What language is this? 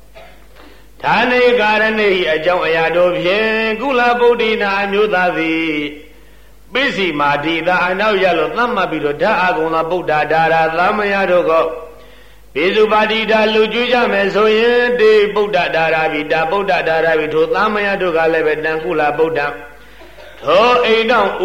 Burmese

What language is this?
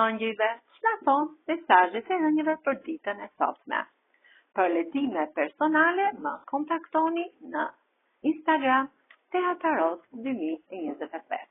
Albanian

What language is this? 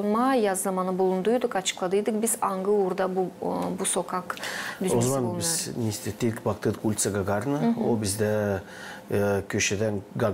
Gagauz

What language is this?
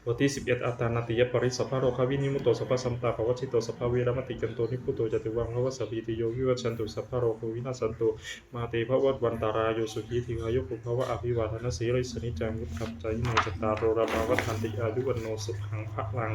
Pali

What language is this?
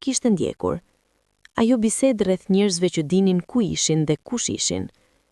Albanian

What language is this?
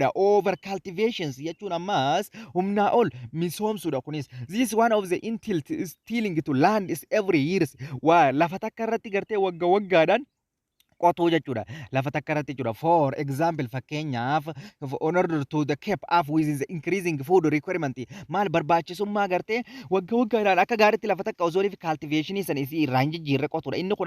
Oromo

